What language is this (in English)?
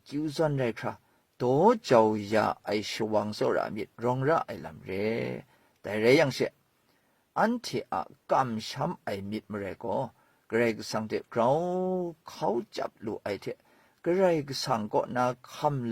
Kachin